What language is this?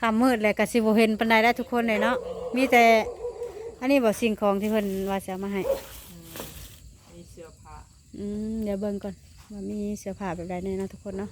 Lao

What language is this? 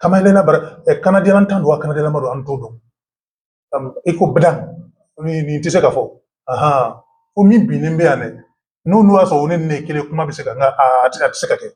Bambara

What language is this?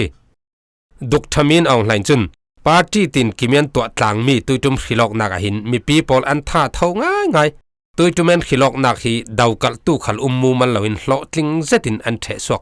Falam Chin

